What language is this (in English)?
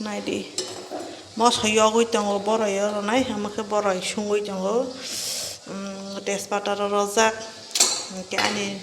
Kok Borok